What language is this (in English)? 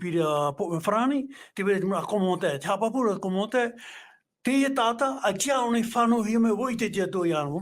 Tahitian